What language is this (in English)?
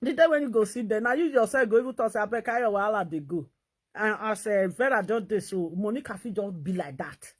Nigerian Pidgin